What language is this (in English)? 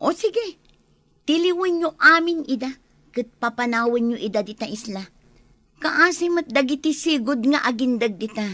Iloko